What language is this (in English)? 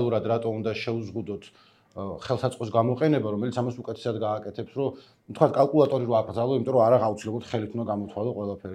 Georgian